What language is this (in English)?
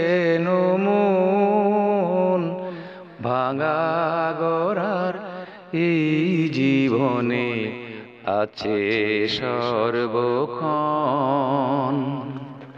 Sylheti